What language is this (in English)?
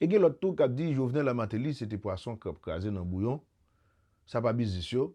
Haitian Creole